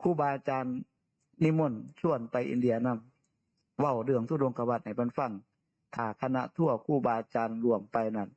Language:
Northeastern Thai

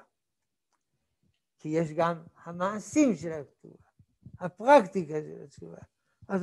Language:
Hebrew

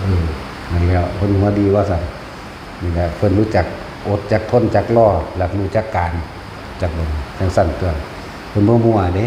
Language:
Northeastern Thai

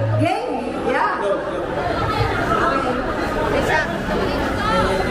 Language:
Filipino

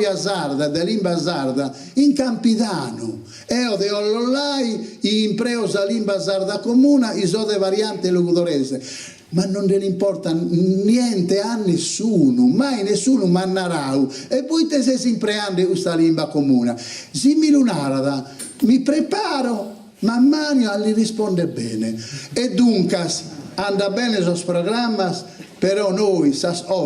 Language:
Sardinian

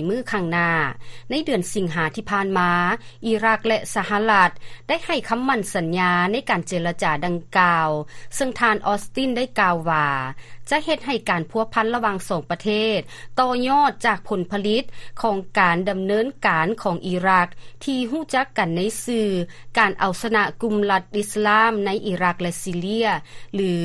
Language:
Lao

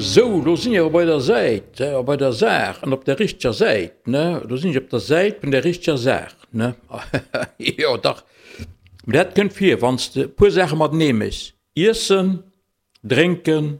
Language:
Luxembourgish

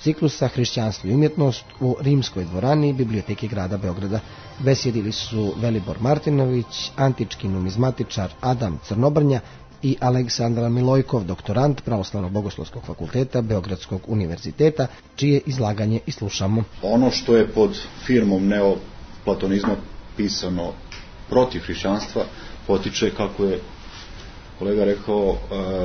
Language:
Serbian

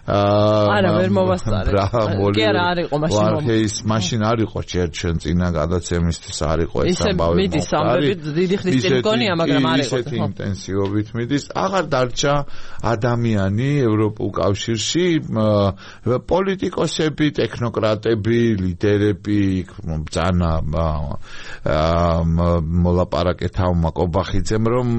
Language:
Georgian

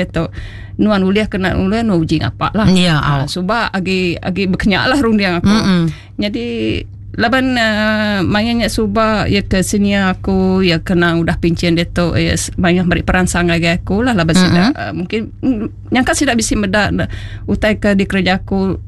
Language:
Iban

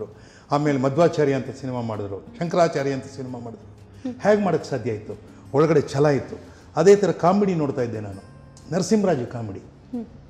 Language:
Kannada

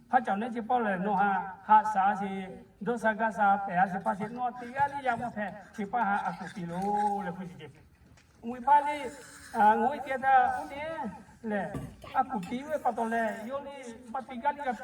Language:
Lahu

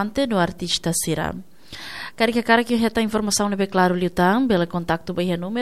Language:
Tetum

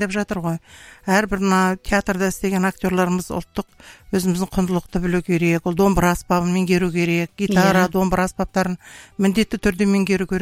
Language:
Kazakh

